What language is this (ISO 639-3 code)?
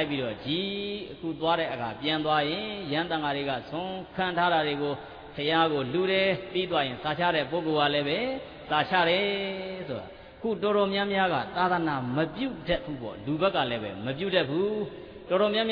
mya